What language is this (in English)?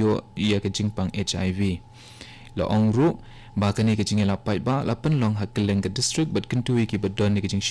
Khasi